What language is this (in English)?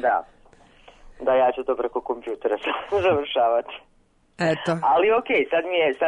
Serbian